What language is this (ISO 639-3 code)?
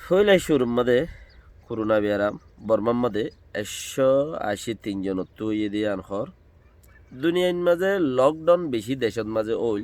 rhg